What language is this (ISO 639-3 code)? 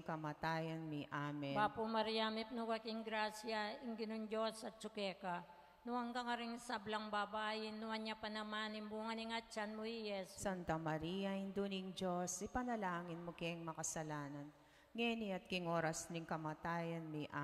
pam